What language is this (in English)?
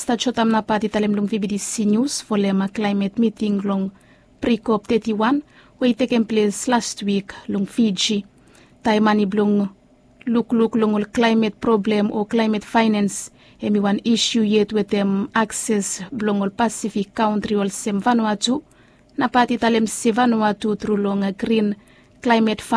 Bislama